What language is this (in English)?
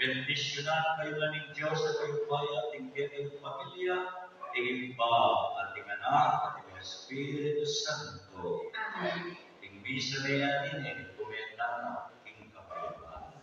Pampanga